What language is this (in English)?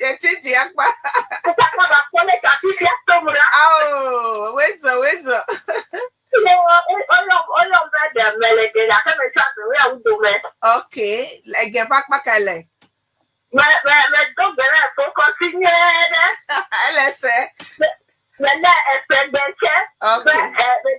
Ewe